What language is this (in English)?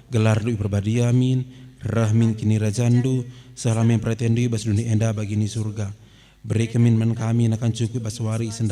Batak Karo